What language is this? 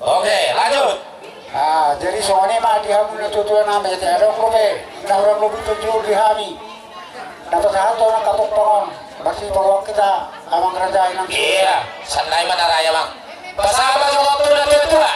Batak Toba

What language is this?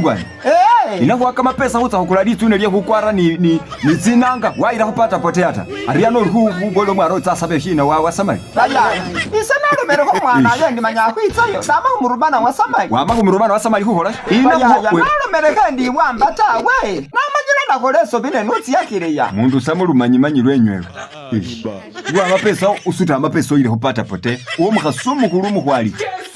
Masaaba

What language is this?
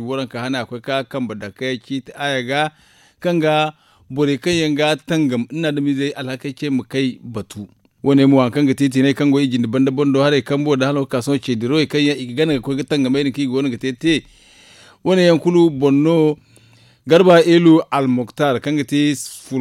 Zarma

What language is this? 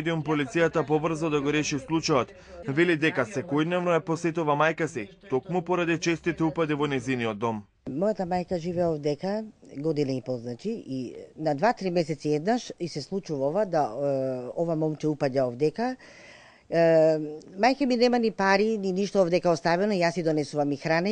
Macedonian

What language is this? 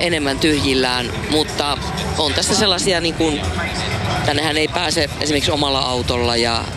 Finnish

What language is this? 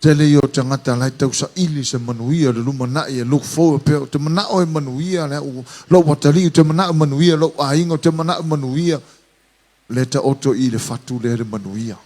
Samoan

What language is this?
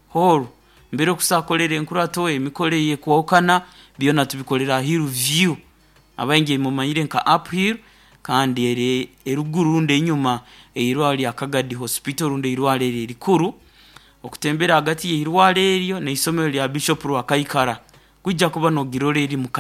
Nyoro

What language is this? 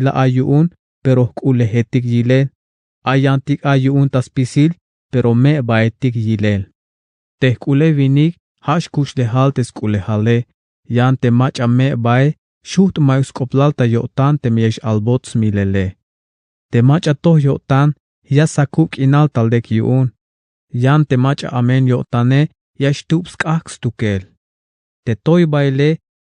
Tzeltal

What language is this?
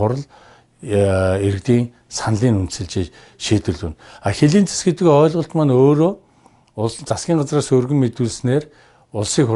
Mongolian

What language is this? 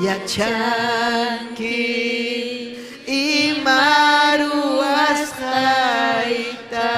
Ayacucho Quechua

